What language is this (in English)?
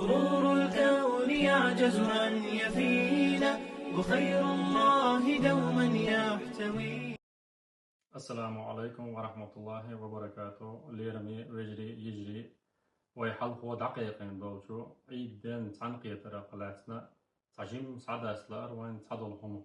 Chechen